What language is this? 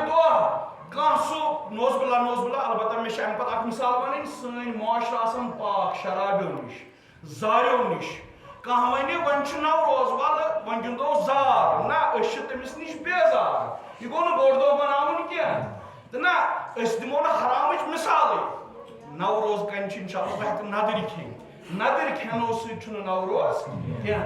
Kashmiri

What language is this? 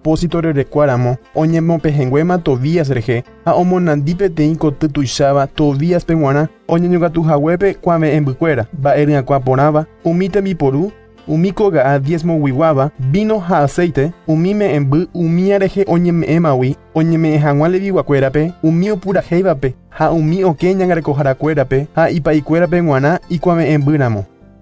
Guarani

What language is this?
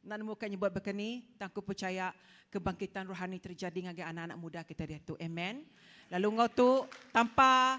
Iban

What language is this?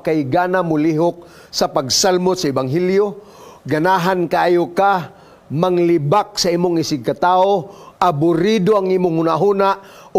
Cebuano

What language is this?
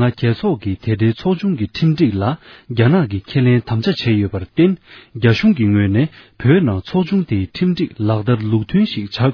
Tibetan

